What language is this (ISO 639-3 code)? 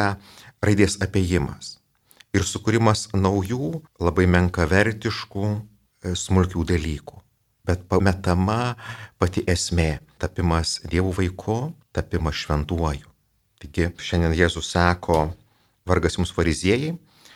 lit